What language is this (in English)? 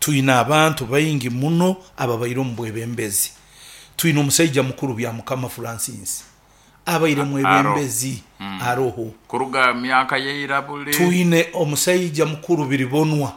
Nyoro